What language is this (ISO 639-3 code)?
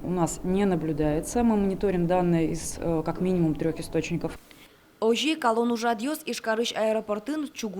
udm